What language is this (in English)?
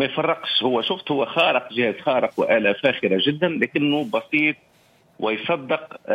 Tunisian Arabic